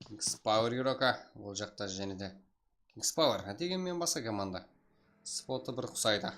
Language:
Kara-Kalpak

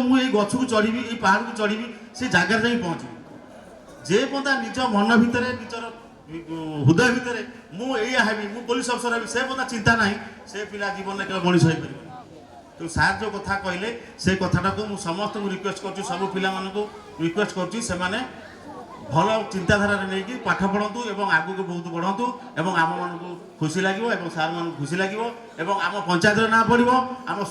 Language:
Odia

